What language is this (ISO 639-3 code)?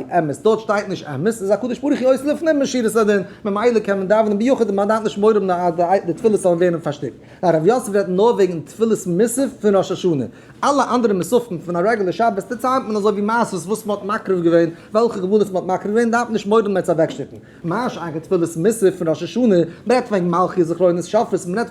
yid